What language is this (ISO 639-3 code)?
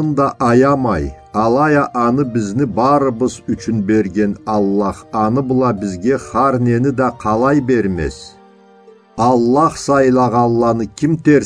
krc